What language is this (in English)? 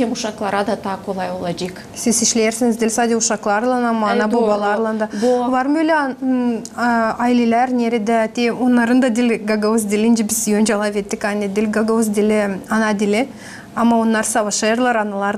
Gagauz